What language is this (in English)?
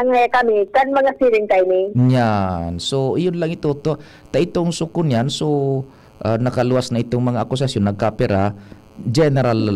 Bikol